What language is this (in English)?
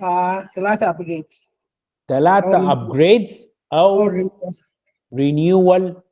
Sudanese Arabic